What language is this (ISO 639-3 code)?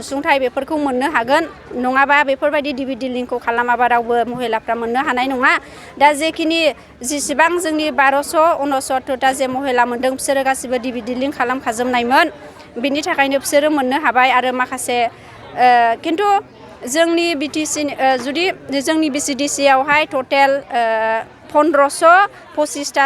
brx